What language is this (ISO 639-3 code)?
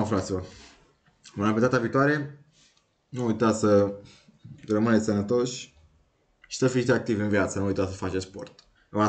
ron